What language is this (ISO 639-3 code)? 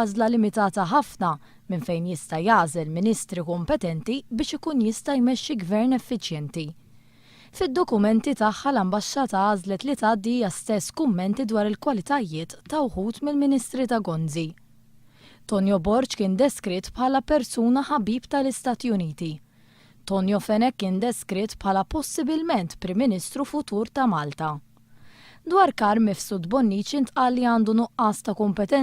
mlt